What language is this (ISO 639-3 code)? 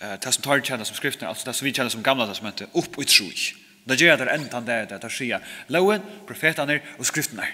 fao